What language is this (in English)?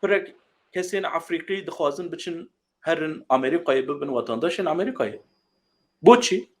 Kurdish